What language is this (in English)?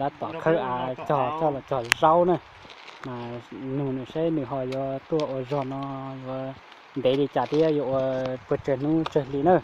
Hmong